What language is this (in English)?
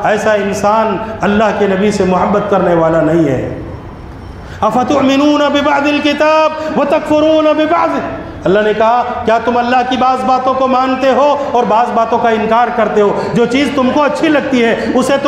Urdu